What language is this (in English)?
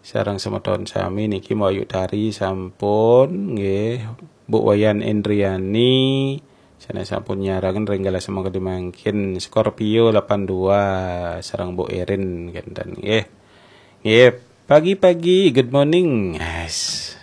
Balinese